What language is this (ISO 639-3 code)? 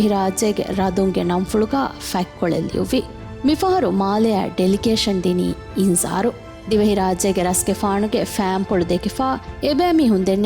div